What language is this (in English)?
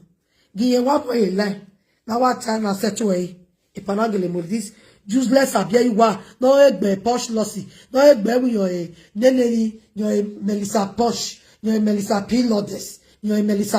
Nigerian Pidgin